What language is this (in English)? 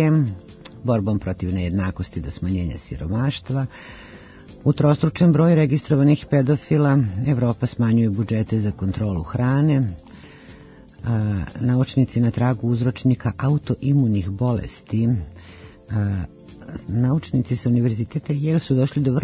Serbian